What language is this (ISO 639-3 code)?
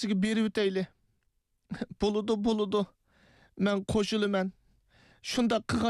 uig